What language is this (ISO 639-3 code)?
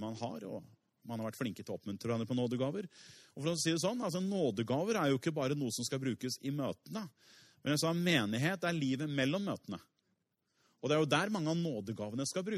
nor